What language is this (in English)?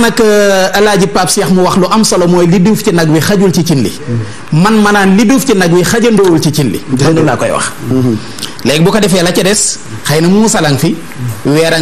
Wolof